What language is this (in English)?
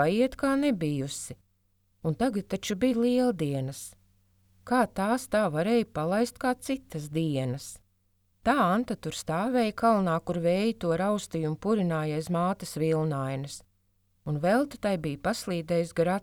Latvian